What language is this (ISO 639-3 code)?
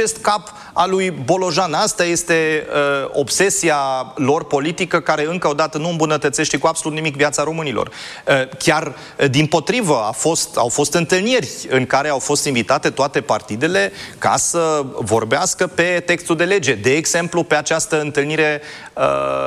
ron